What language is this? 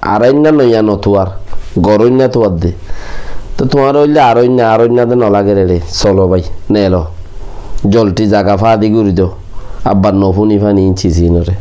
Rohingya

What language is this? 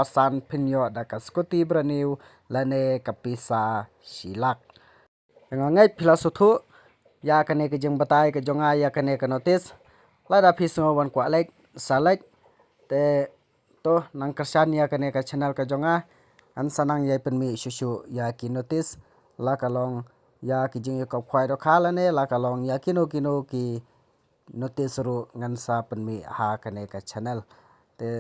Khasi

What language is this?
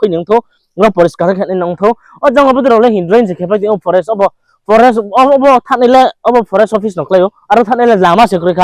Riang (India)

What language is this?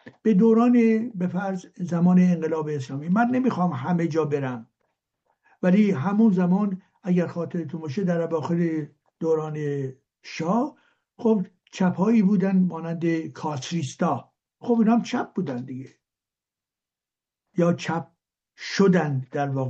Persian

